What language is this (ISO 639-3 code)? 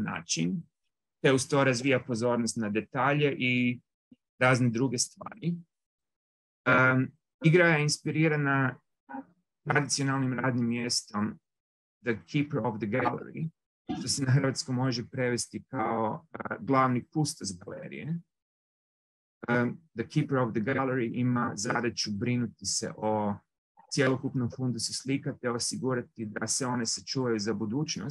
hrv